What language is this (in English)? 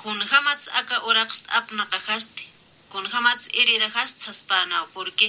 Aymara